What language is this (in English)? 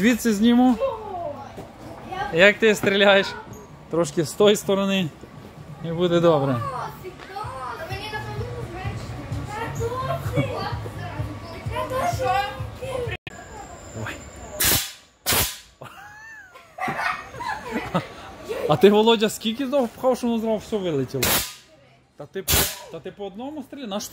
Ukrainian